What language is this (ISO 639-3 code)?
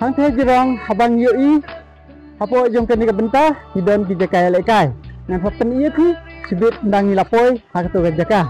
kha